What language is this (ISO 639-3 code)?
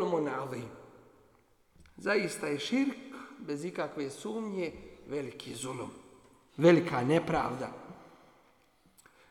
bos